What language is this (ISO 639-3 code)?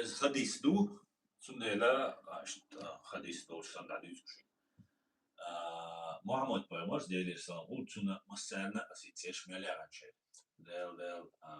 che